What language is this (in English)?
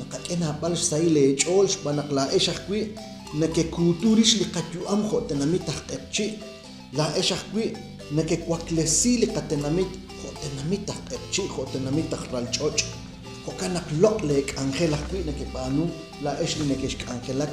Kekchí